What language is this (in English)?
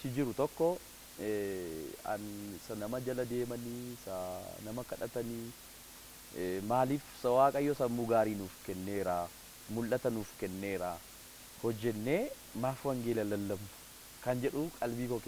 Oromo